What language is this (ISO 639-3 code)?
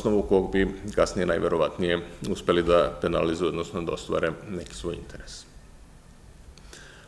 srp